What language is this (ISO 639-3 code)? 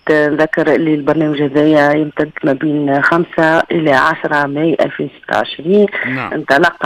aeb